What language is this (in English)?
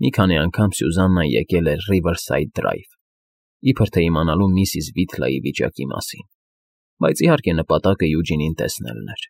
Armenian